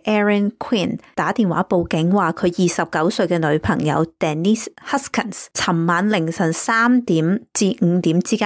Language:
Cantonese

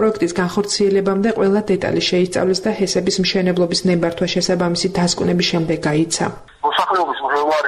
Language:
Georgian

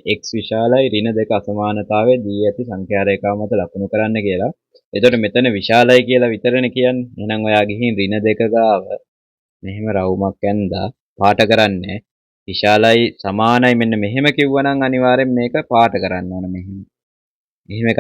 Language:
Sinhala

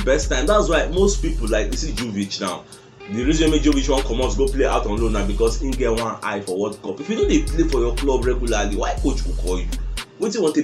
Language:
Nigerian Pidgin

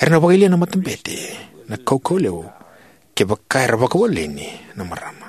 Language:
Fijian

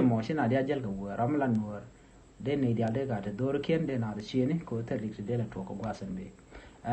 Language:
Nuer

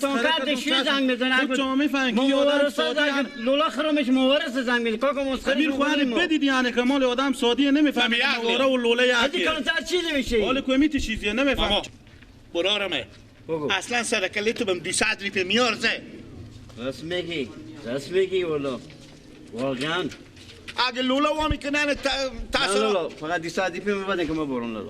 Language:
Persian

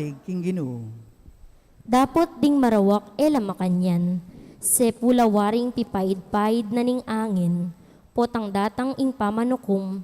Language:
Pampanga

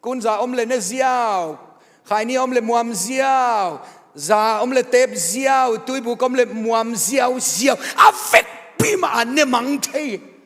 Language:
Tedim Chin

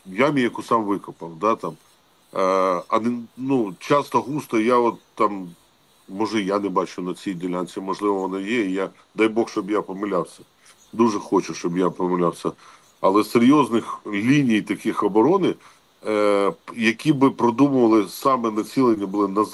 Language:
Ukrainian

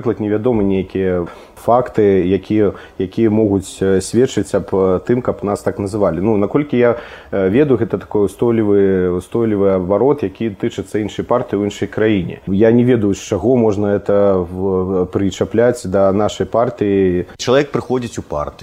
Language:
Belarusian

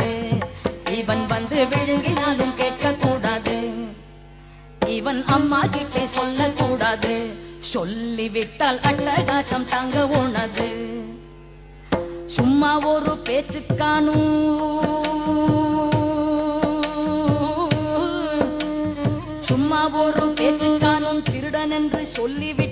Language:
Tamil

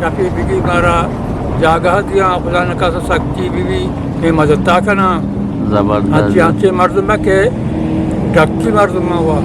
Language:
Eastern Balochi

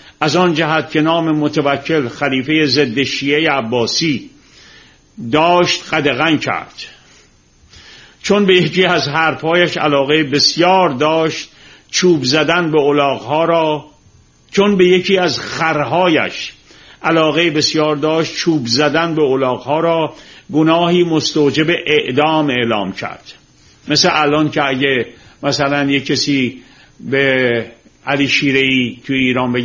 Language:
Persian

